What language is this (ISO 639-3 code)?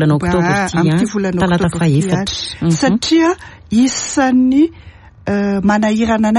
mlg